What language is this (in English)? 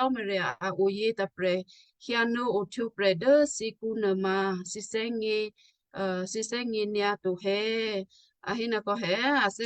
Western Kayah